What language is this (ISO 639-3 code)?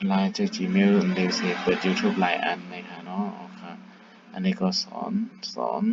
shn